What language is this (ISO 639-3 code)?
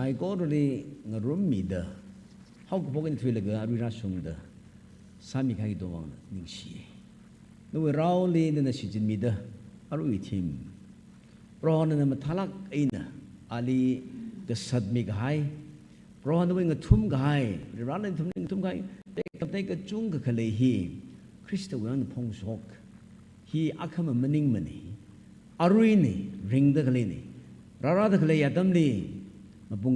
nmf